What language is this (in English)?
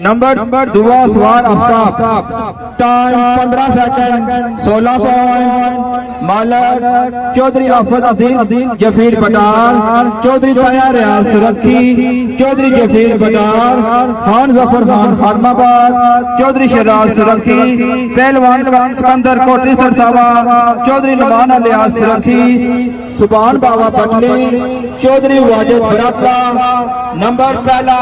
Pahari-Potwari